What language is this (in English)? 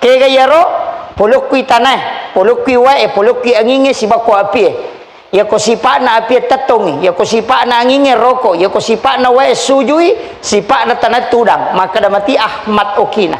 Buginese